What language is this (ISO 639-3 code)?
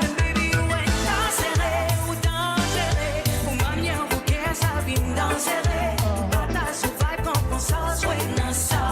mfe